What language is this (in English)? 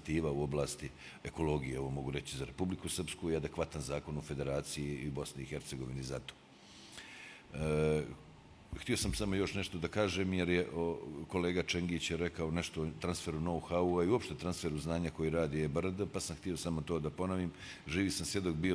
Bosnian